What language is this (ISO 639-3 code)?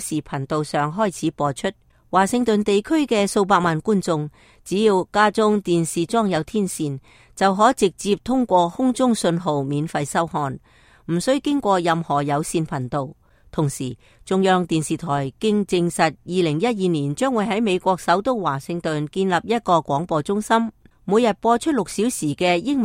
yue